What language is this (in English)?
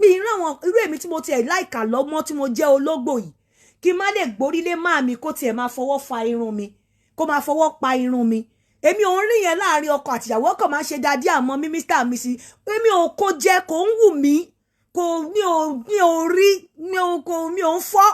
Yoruba